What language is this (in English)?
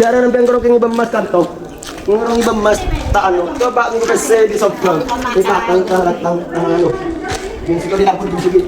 Madurese